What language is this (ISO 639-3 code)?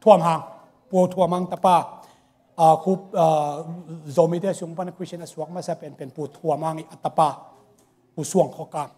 ctd